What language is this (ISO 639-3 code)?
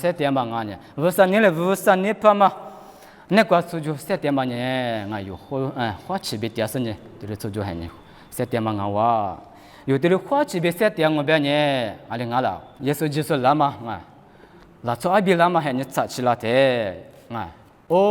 lis